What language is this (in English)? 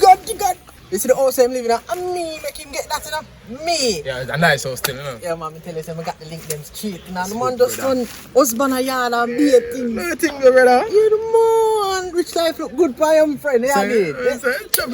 Jamaican Creole English